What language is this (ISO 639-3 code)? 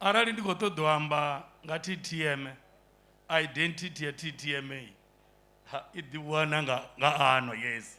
ven